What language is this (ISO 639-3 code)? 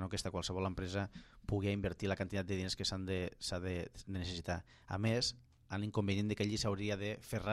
cat